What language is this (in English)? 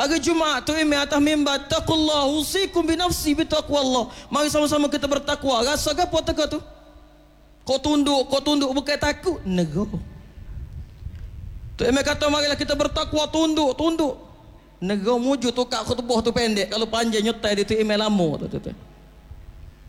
Malay